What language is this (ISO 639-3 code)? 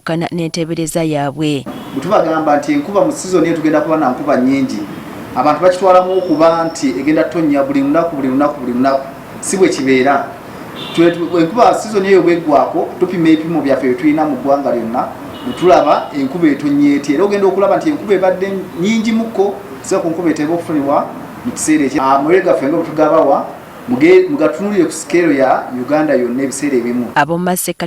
lug